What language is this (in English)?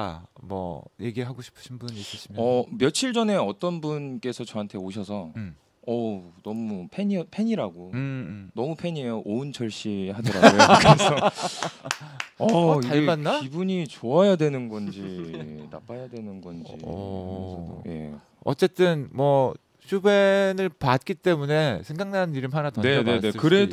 Korean